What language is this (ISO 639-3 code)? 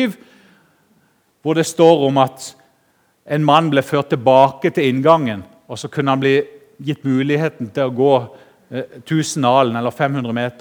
nor